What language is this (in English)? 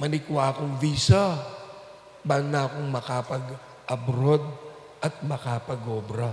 Pampanga